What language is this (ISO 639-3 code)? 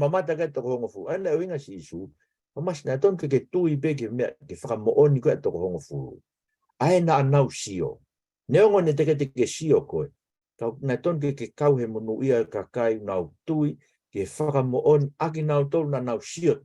ton